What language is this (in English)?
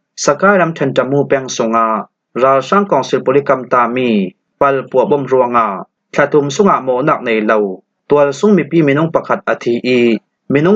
Falam Chin